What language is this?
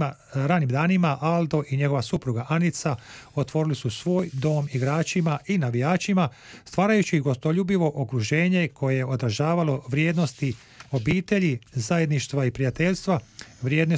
Croatian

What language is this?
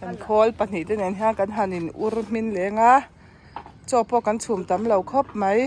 Mizo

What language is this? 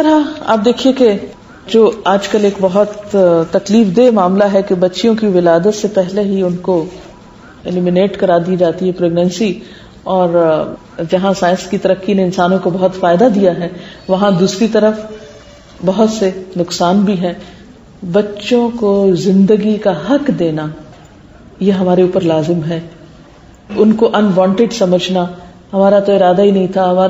Urdu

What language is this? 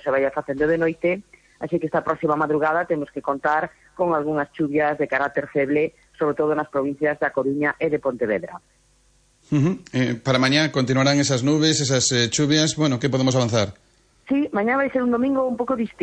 Galician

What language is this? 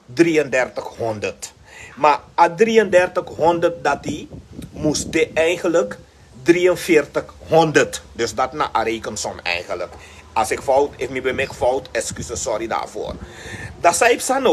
Sranan Tongo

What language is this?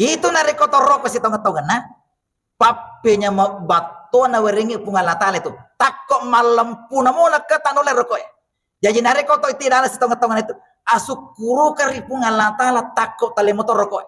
Buginese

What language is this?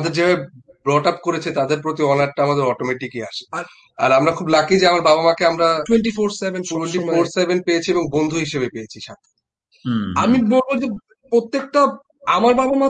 Bangla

